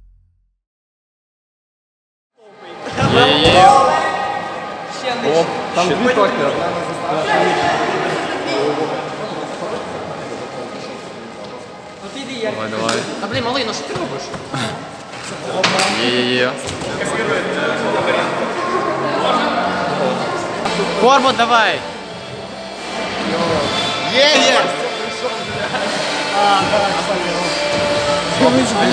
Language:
Ukrainian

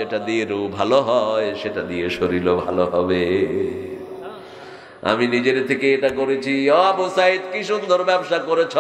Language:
Bangla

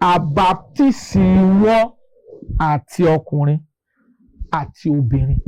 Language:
Yoruba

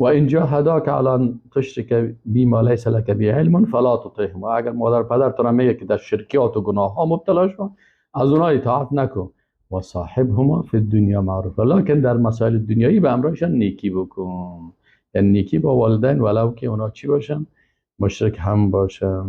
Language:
Persian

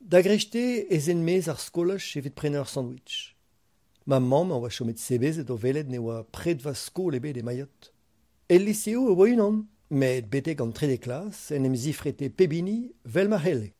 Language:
Breton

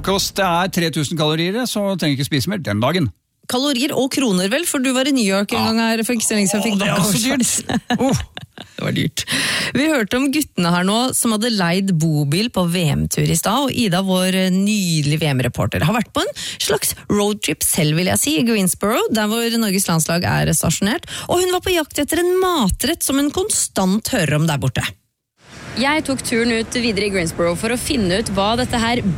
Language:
Norwegian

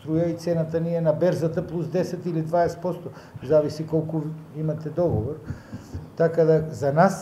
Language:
Macedonian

